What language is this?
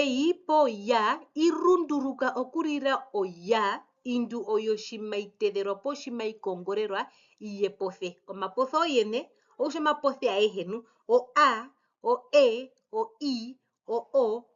Herero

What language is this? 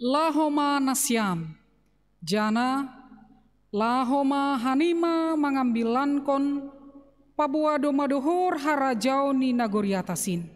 Batak Simalungun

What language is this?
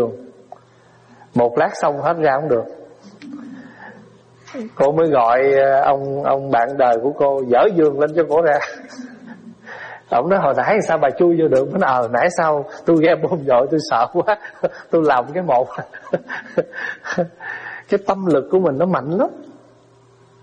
Vietnamese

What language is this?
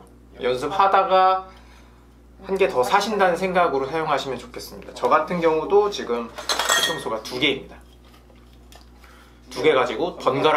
Korean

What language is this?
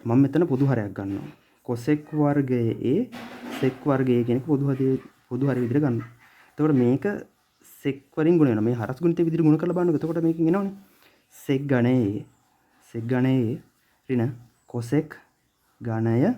Sinhala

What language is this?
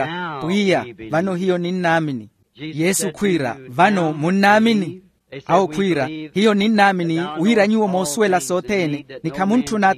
Makhuwa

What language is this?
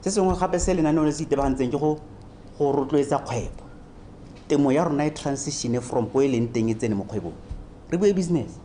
Tswana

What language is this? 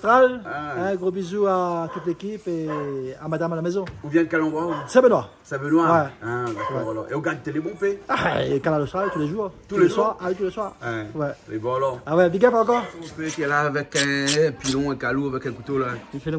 Réunion Creole French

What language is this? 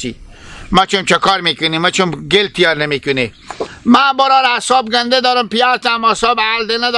Hazaragi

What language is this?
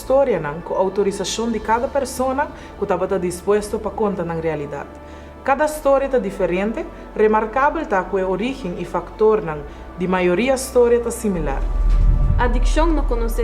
Papiamento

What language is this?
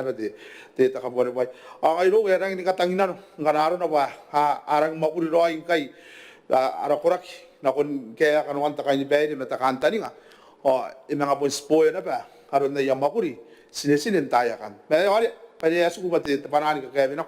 Gilbertese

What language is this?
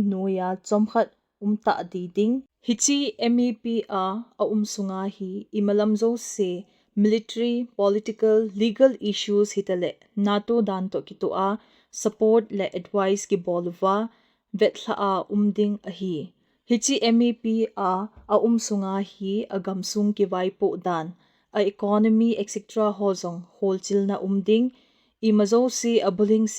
Thado Chin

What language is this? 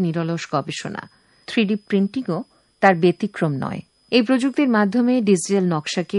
Bangla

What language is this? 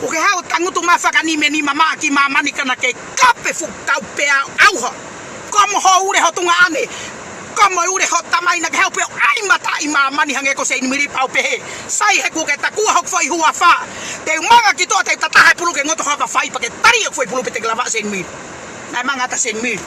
Tongan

